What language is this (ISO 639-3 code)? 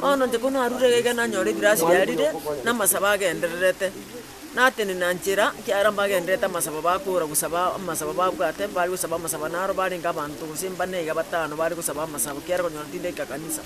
guz